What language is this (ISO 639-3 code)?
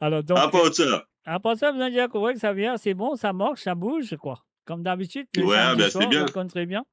mfe